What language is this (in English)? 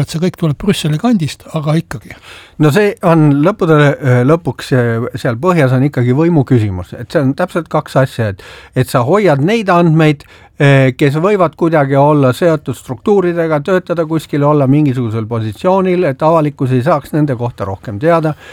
Estonian